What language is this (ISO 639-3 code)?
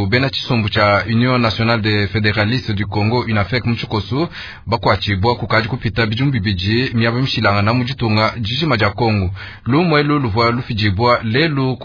lua